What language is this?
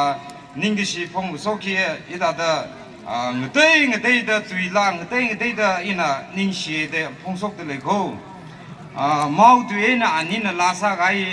Tangkhul Naga (India)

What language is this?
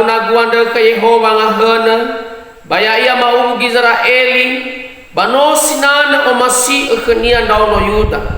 Nias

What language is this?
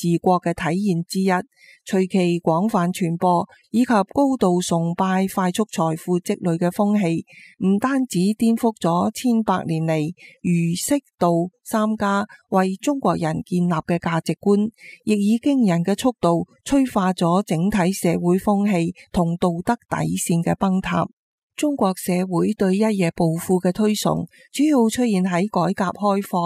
Cantonese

